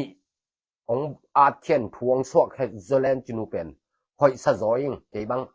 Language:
Tedim Chin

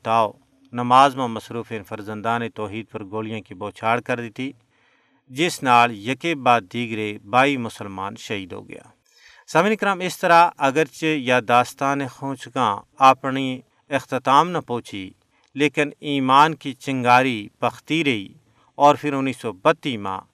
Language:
Gujari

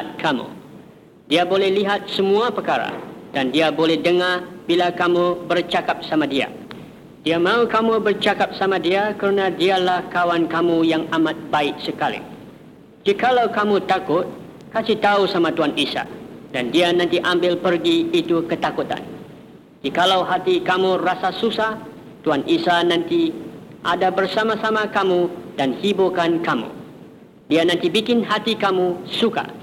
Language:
Malay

